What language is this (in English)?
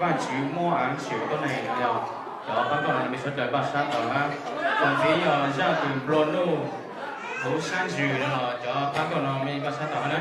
Hmong